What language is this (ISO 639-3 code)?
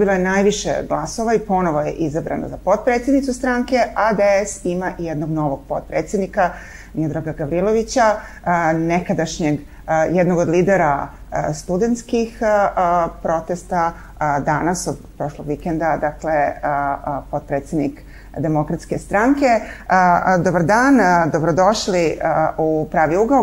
srp